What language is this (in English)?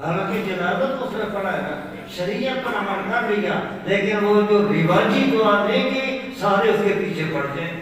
Saraiki